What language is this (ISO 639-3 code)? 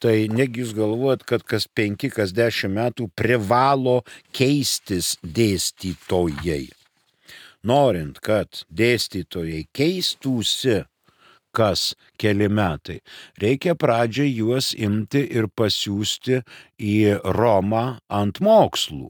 lit